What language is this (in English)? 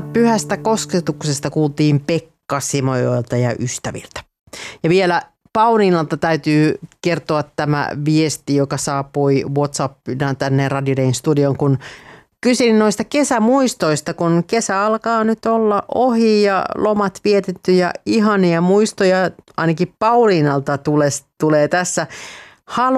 Finnish